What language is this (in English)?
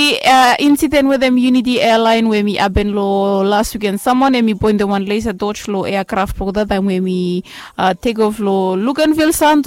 Bislama